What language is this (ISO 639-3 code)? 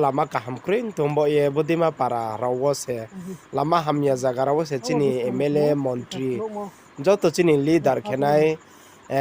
ria